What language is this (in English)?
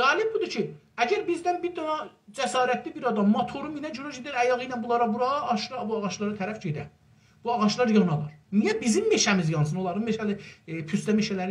South Azerbaijani